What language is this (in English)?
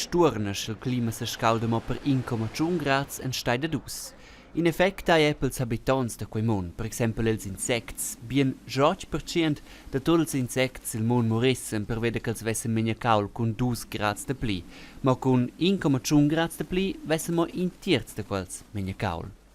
Romansh